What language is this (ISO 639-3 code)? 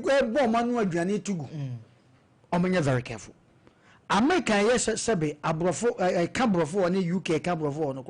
aka